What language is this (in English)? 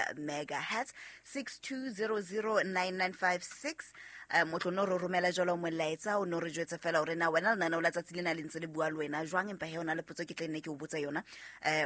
Southern Sotho